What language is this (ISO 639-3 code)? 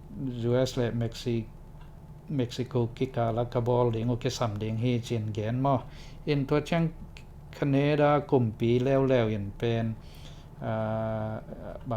ctd